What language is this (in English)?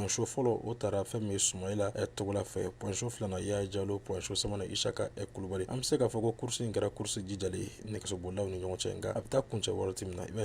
Bambara